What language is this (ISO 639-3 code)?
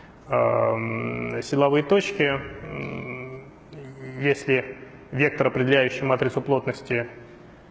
rus